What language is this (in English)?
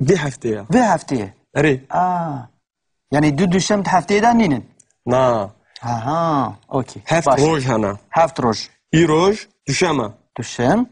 Kurdish